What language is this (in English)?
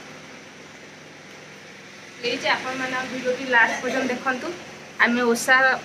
Odia